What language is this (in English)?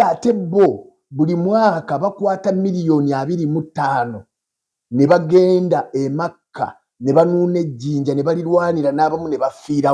Ganda